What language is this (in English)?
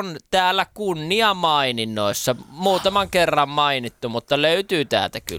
Finnish